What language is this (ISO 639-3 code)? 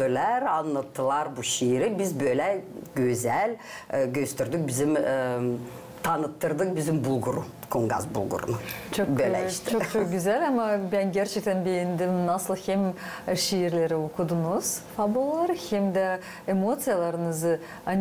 gag